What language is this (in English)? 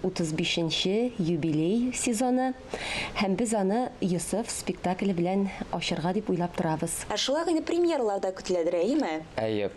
Tatar